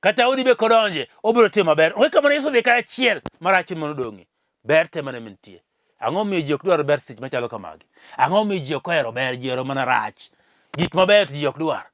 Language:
Luo (Kenya and Tanzania)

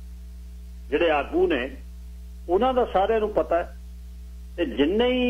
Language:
Punjabi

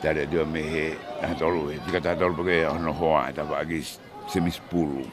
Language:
Tongan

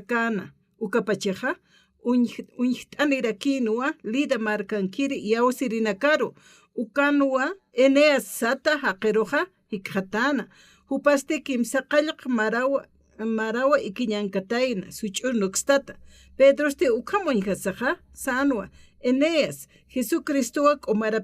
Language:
Aymara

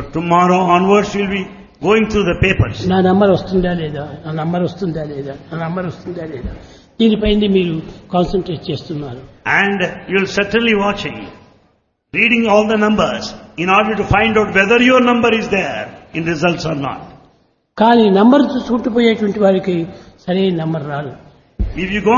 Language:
Telugu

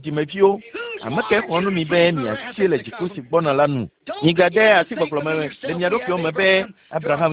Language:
Ewe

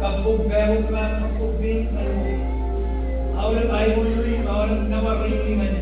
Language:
Marshallese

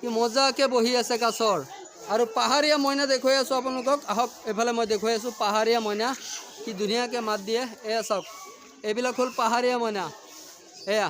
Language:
Assamese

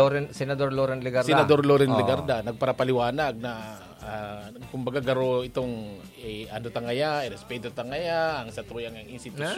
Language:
Bikol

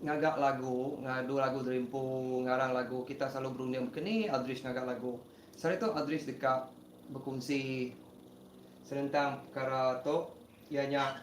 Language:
Iban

